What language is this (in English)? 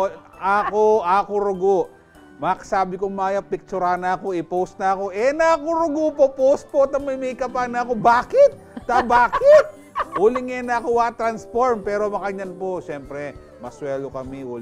Pampanga